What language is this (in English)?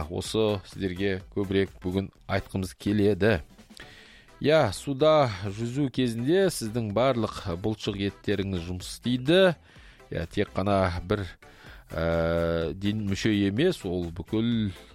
Kazakh